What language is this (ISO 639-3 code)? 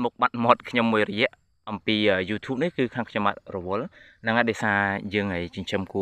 khm